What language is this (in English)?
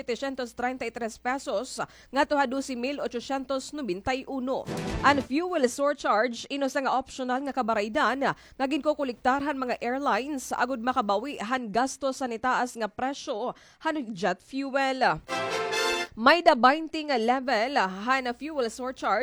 Waray